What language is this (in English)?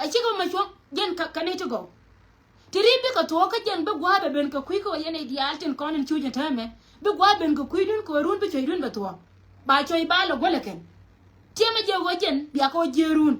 Nuer